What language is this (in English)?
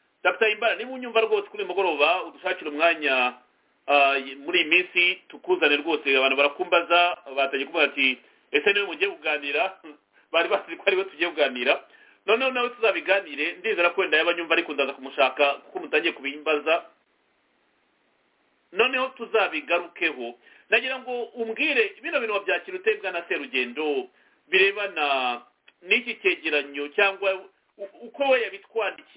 Kinyarwanda